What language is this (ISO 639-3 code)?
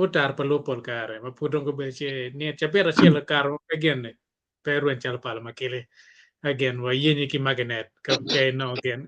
ach